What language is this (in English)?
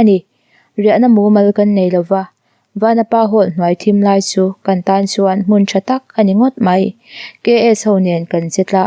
Mizo